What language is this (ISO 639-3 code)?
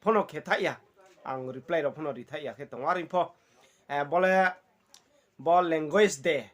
ria